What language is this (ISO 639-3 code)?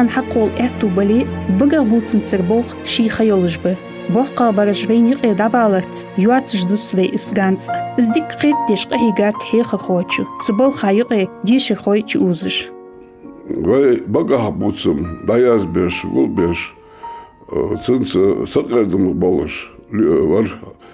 inh